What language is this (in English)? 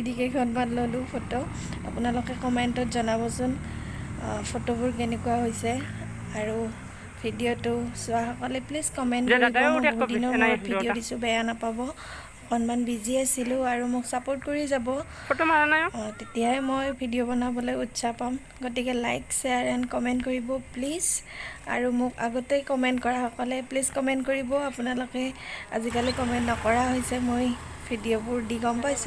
Assamese